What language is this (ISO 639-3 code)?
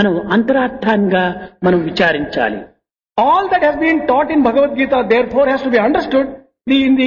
tel